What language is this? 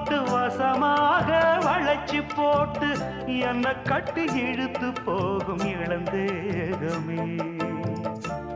Tamil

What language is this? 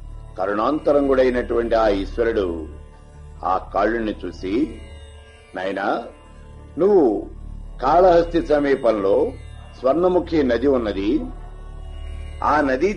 Telugu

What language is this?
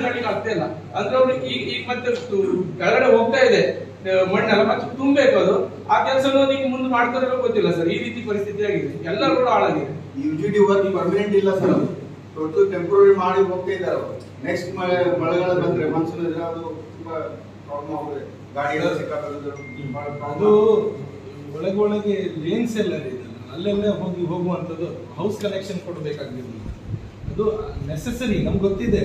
Kannada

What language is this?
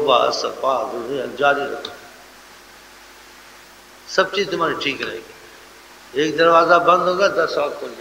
Urdu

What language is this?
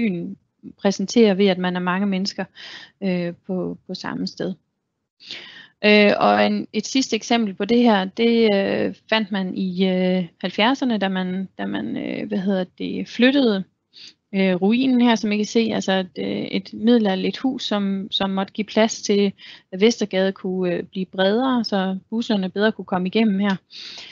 Danish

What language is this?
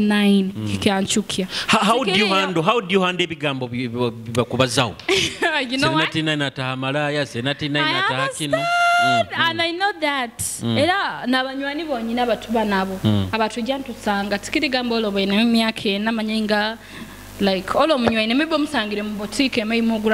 Nyoro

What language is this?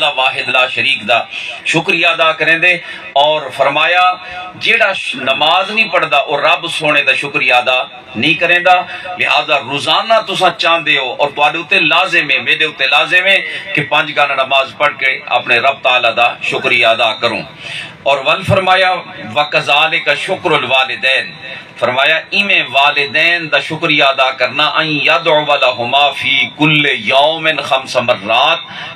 Saraiki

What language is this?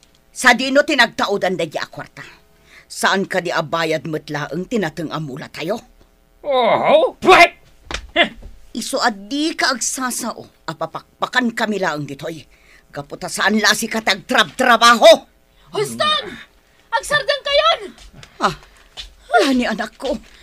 Iloko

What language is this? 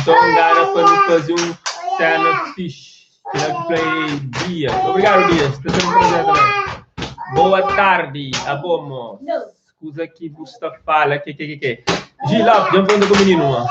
Kabuverdianu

